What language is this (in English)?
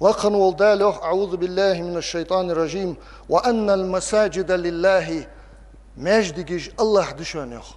Ingush